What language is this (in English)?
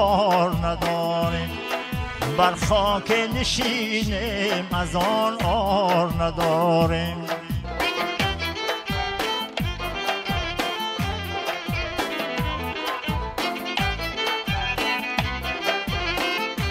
Persian